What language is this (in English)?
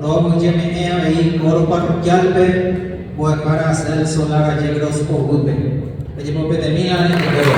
Guarani